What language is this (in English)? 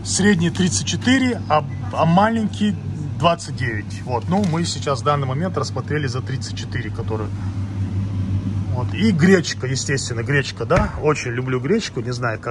Russian